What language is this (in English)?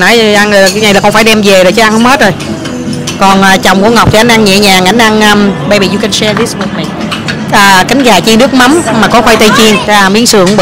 Vietnamese